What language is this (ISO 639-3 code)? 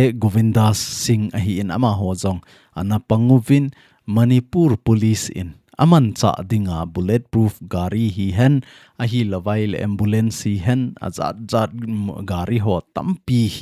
tcz